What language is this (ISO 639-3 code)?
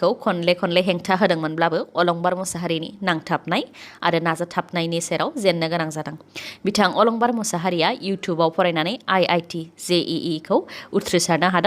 brx